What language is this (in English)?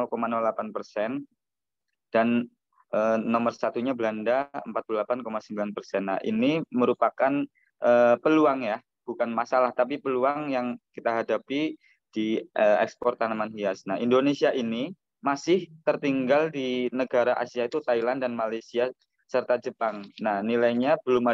Indonesian